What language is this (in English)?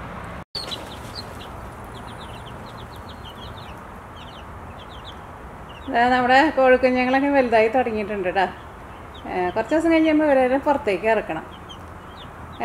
Malayalam